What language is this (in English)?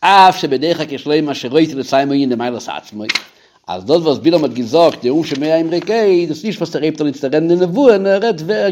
Yiddish